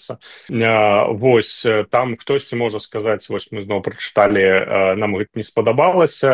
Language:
Belarusian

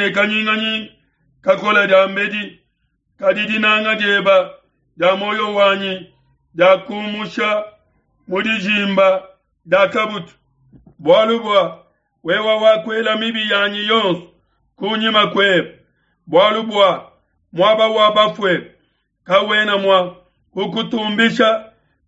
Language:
Luba-Lulua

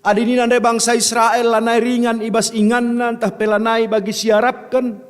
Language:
Batak Karo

